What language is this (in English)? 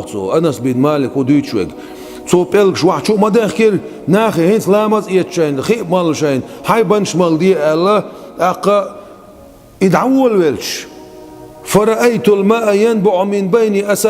Chechen